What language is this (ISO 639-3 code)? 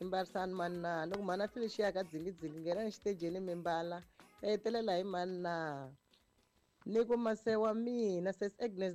tso